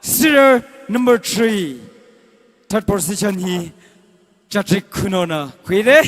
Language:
Tangkhul Naga (India)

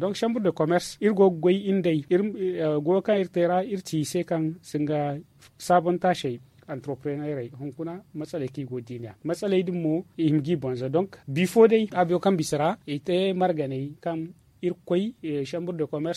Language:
Zarma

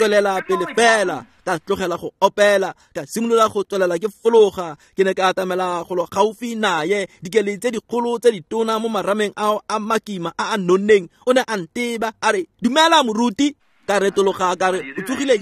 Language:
Tswana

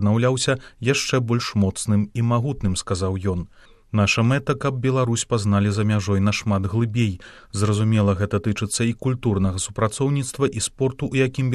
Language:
Belarusian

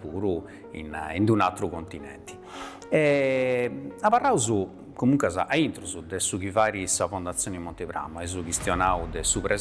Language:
Sardinian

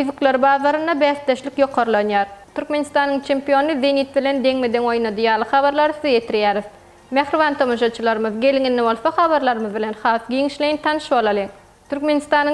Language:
Turkmen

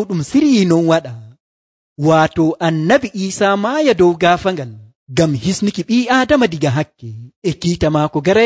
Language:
Nigerian Fulfulde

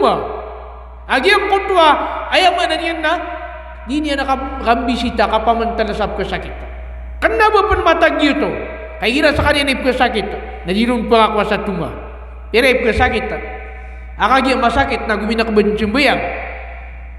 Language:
Maranao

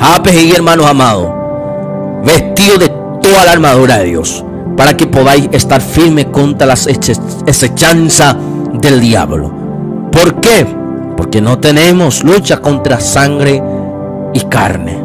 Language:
Guarani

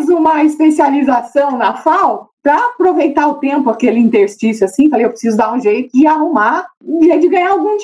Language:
Portuguese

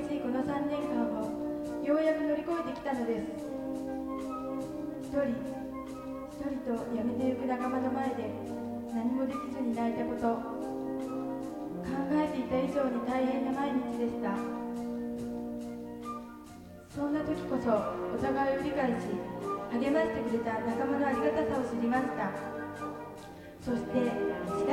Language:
Japanese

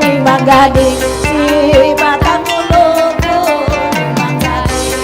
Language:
Banjar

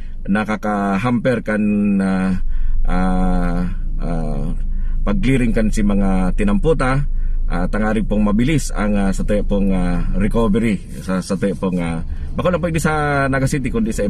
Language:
Bikol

